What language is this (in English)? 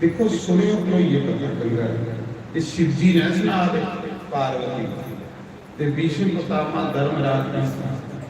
Dogri